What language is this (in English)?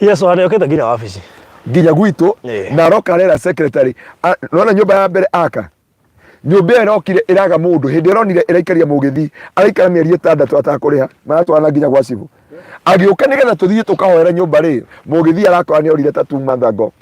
Kikuyu